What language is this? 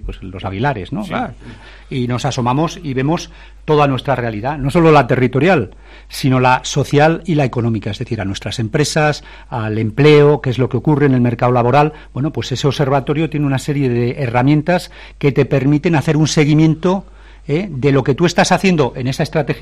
Spanish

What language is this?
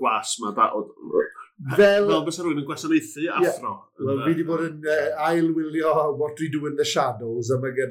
Welsh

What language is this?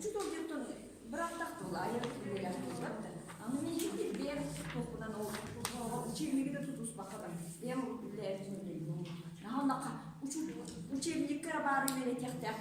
Yakut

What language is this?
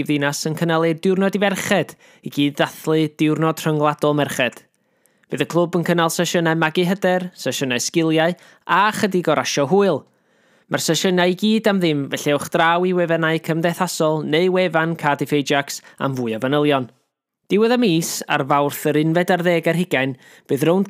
Welsh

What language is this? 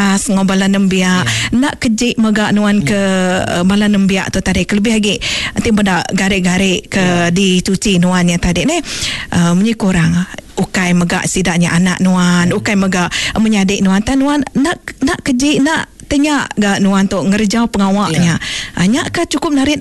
Iban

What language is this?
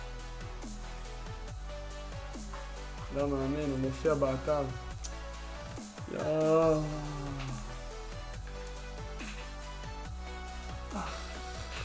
Hebrew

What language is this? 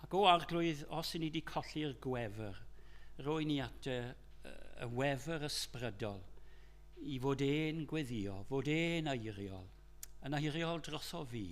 Welsh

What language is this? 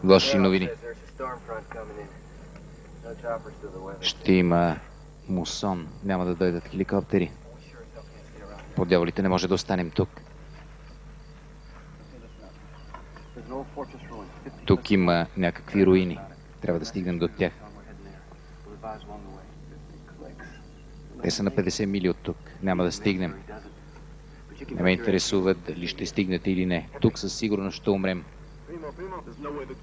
Bulgarian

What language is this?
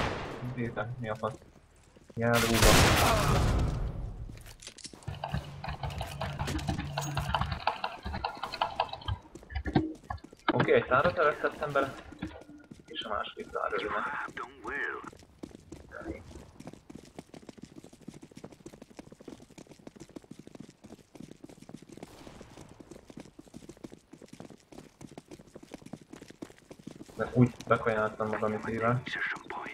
Hungarian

